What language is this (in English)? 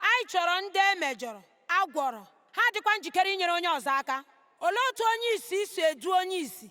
Igbo